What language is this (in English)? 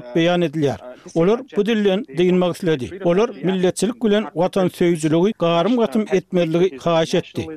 Turkmen